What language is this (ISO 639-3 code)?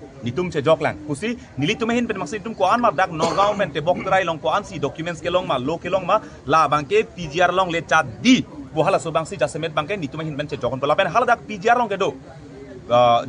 mjw